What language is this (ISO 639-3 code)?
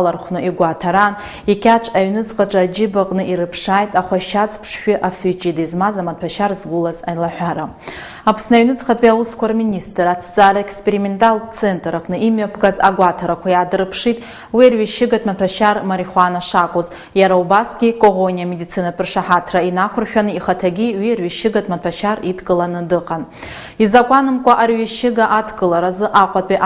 abk